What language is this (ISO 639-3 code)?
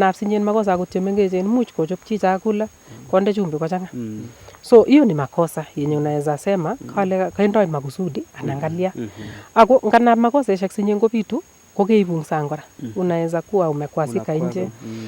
niq